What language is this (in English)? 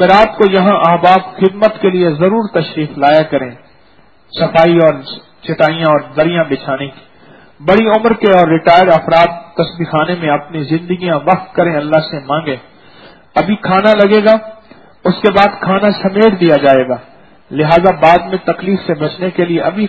Urdu